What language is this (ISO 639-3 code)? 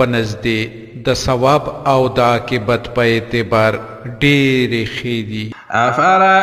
pus